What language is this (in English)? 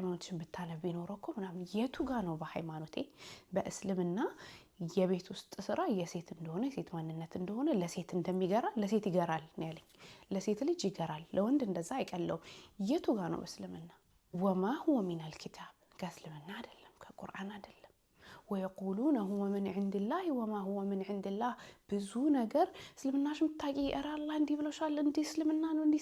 Amharic